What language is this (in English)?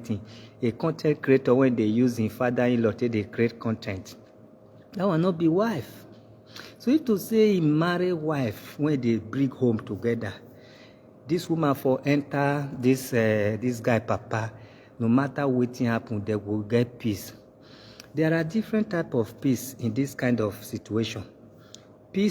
Nigerian Pidgin